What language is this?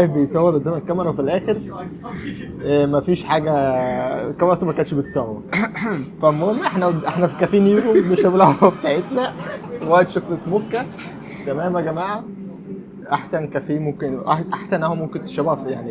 Egyptian Arabic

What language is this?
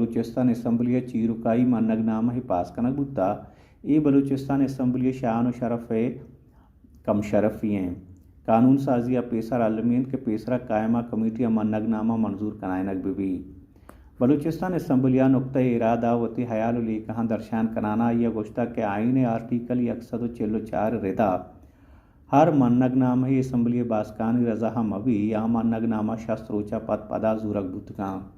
Baluchi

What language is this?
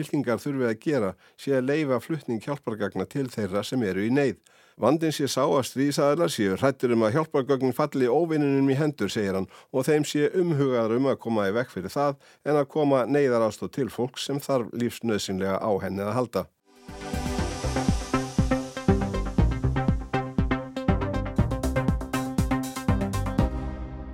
Icelandic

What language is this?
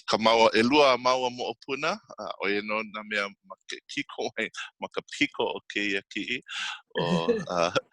Hawaiian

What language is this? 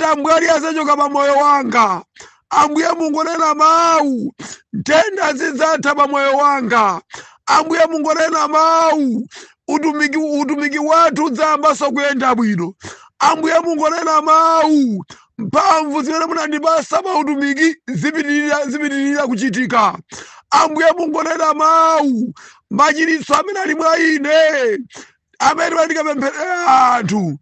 Nyanja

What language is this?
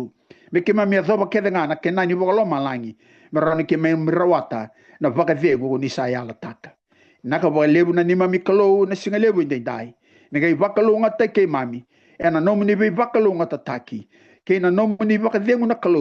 Fijian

